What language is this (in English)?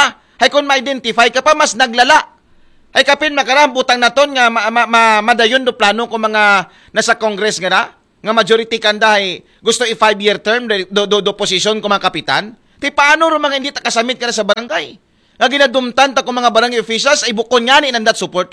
Aklanon